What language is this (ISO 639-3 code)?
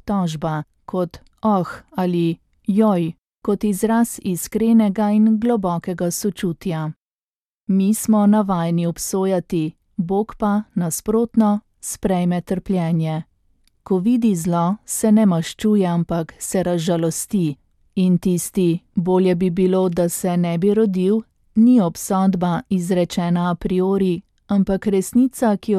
slv